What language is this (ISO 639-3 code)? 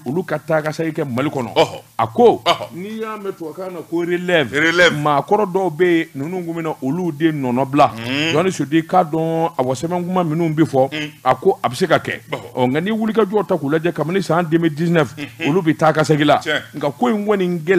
bam